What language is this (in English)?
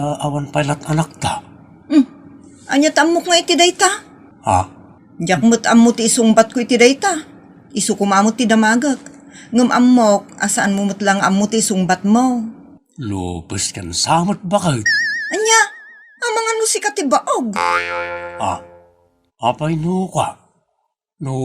Iloko